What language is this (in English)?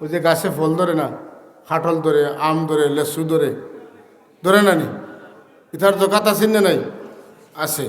Sylheti